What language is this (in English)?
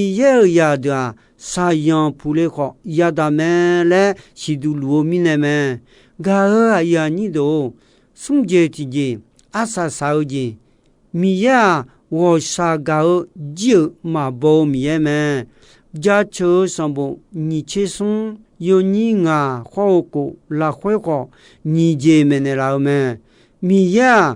Akha